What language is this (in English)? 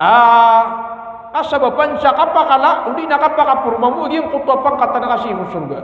Maranao